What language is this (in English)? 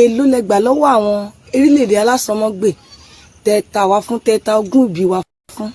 Yoruba